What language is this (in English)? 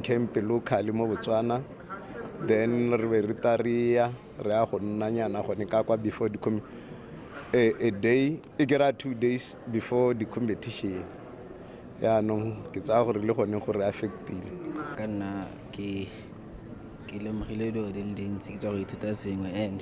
Tswana